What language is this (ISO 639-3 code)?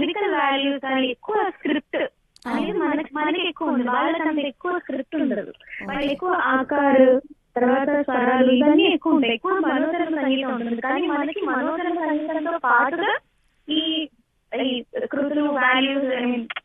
tel